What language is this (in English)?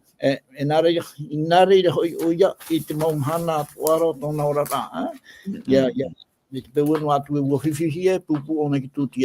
Tahitian